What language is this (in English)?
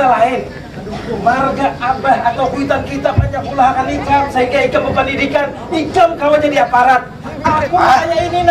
Banjar